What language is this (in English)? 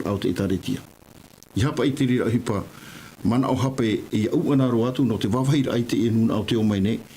Tahitian